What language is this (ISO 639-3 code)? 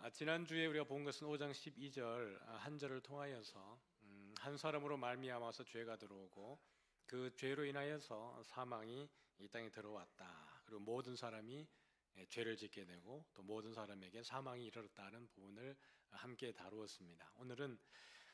kor